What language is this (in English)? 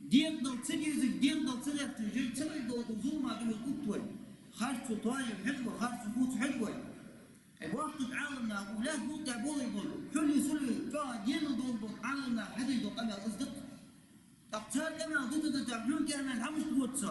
Ingush